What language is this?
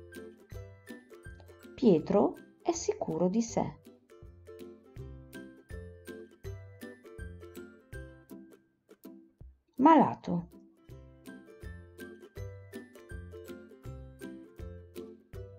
Italian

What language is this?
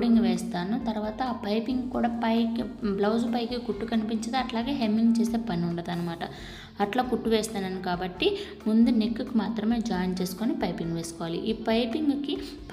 Telugu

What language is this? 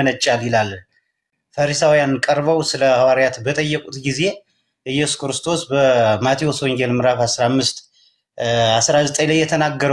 Amharic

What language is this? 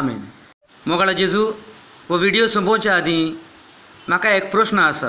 Konkani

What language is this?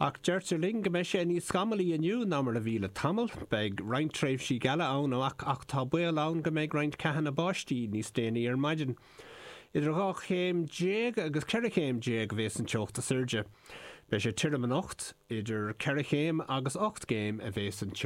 Irish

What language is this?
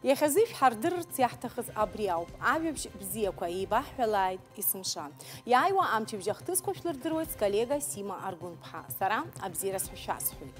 Abkhazian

